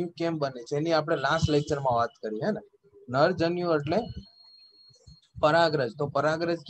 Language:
Gujarati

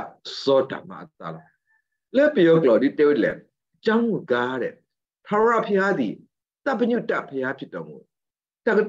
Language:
S'gaw Karen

